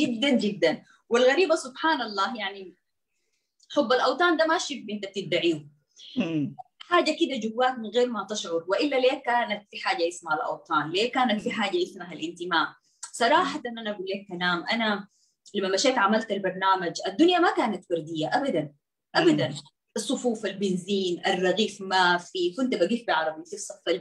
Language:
Sudanese Arabic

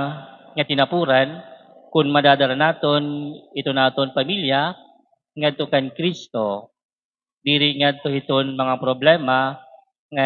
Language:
Waray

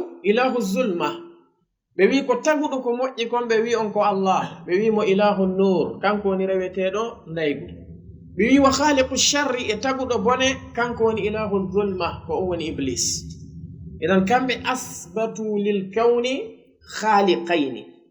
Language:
Fula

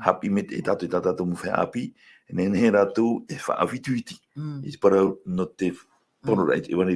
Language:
Tahitian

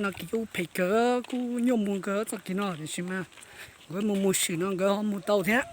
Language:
Hmong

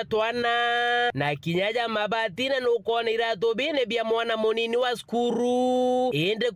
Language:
Meru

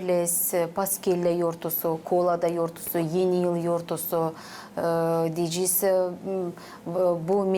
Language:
Gagauz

